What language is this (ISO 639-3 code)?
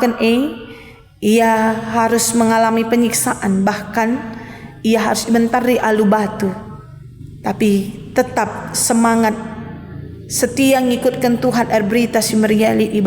btx